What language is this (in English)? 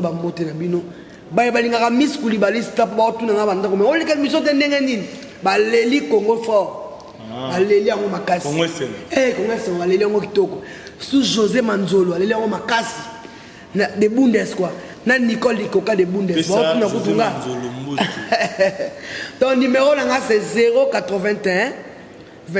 Lingala